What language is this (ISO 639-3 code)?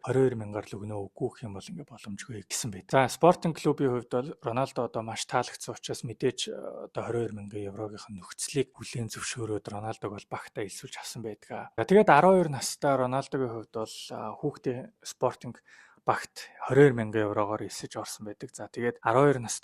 mon